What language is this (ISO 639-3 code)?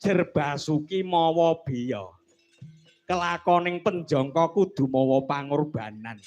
jav